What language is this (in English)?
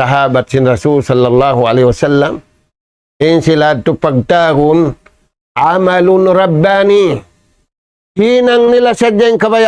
Tausug